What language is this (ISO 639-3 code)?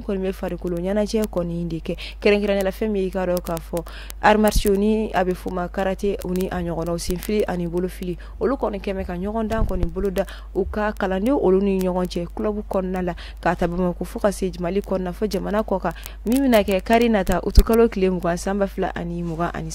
bam